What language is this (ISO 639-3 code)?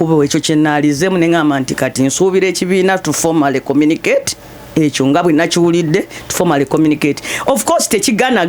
lug